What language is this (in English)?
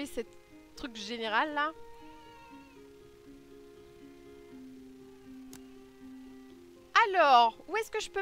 French